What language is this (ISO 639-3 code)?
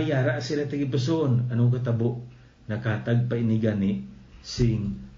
hil